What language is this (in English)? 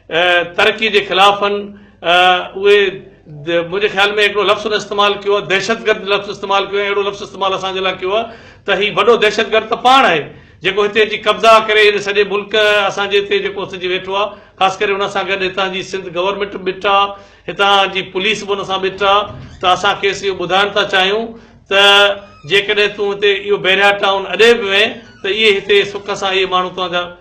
Sindhi